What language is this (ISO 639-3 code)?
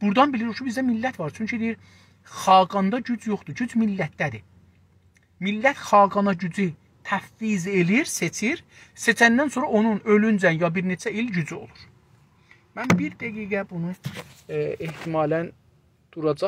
azb